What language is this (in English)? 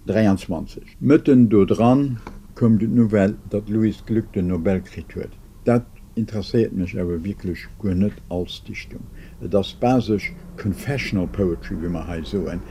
Luxembourgish